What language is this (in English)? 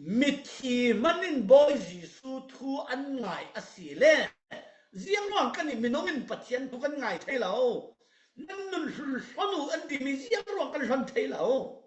Falam Chin